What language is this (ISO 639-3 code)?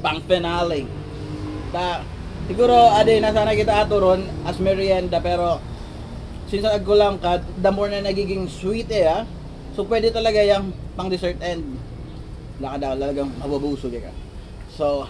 bik